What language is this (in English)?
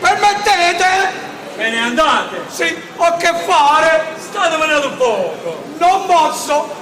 Neapolitan